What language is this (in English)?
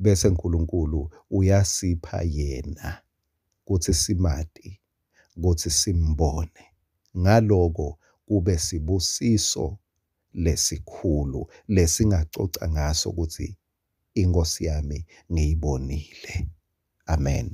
Swati